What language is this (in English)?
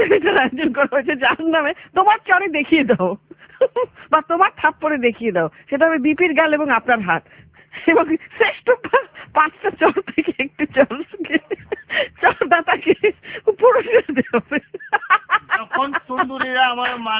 Bangla